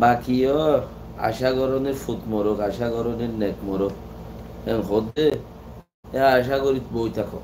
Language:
Rohingya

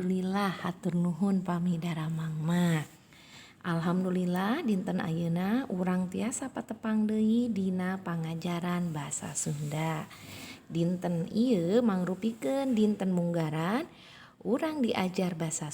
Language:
Sundanese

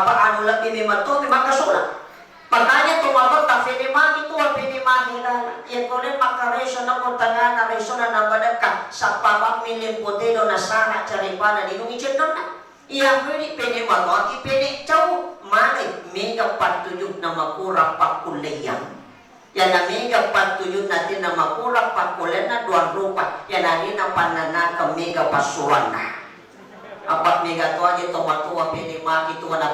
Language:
Buginese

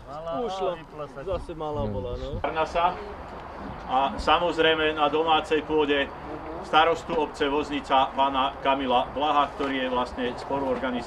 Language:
Slovak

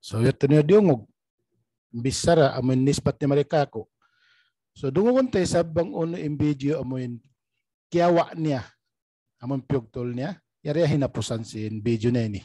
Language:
Tausug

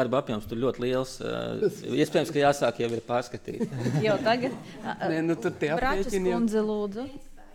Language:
Latvian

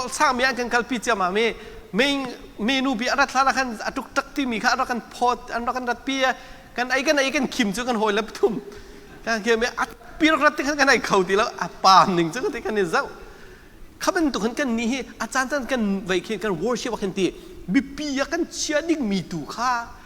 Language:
Hakha Chin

